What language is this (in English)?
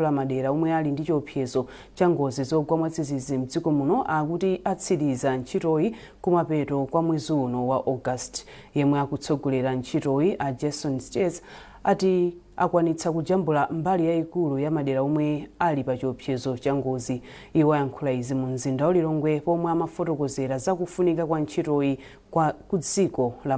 Nyanja